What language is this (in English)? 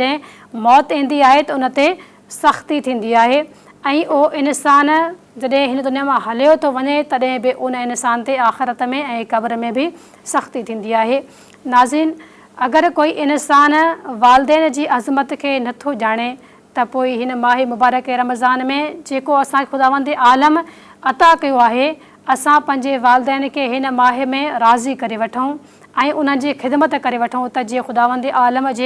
Sindhi